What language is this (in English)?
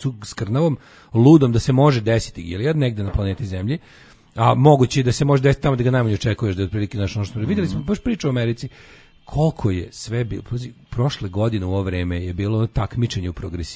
Serbian